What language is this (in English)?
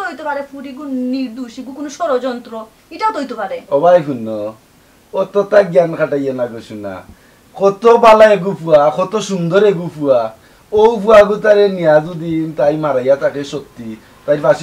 Sylheti